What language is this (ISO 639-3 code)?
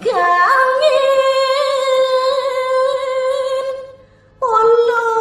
ban